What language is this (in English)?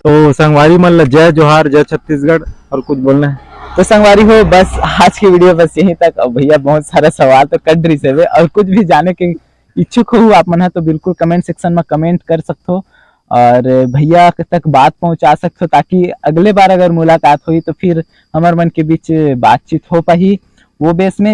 Chhattisgarhi